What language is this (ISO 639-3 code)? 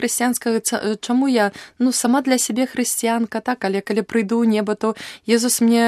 bel